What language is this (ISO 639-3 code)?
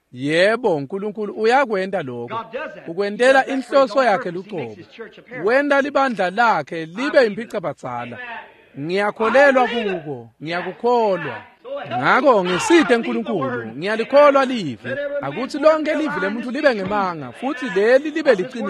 ssw